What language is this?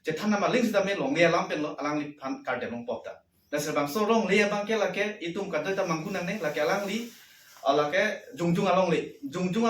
Karbi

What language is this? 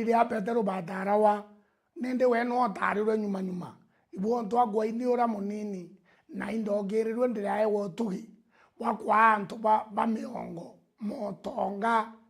Meru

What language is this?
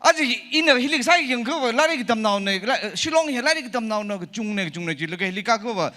Tangkhul Naga (India)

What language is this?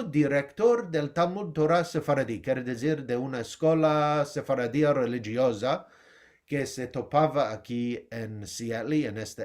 Ladino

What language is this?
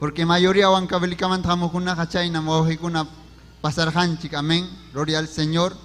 Ayacucho Quechua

